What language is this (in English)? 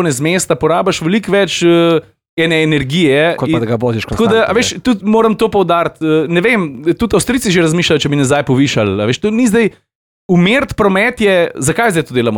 Slovenian